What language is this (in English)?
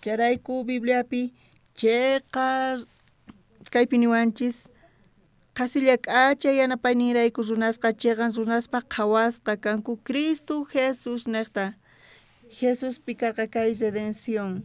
South Bolivian Quechua